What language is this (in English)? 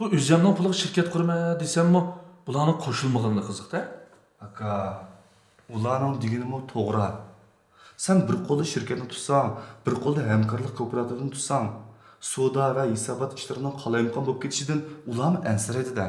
Uyghur